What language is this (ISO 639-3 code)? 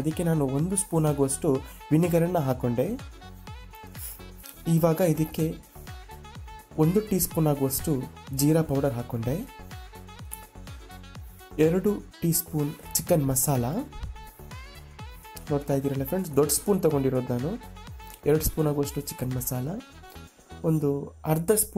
kan